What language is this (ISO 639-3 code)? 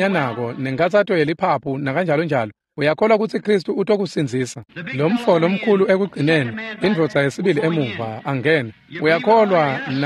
ssw